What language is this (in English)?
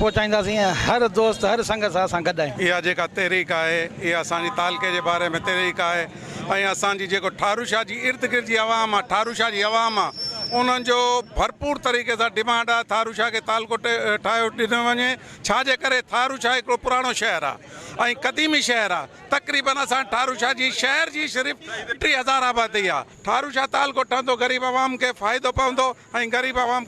Sindhi